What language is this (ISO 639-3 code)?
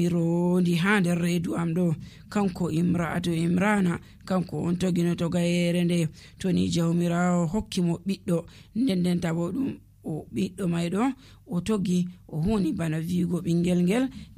fuv